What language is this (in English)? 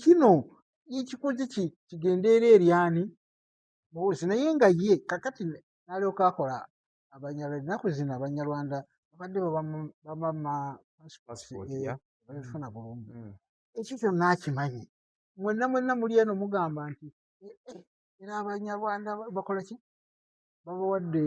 Ganda